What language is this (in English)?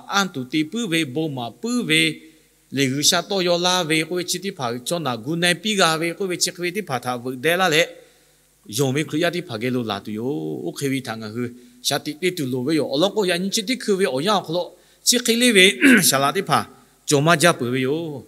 Lahu